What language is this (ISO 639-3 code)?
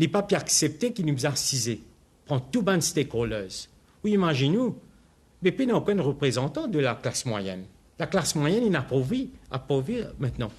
mfe